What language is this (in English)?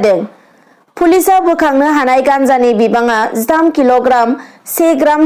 Bodo